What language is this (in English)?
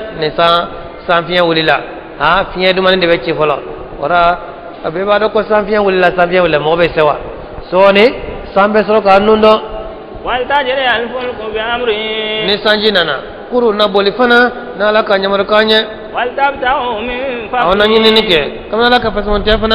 Bambara